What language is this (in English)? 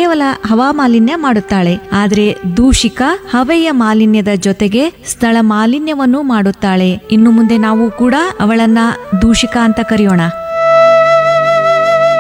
Kannada